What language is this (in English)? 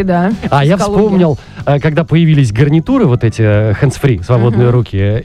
Russian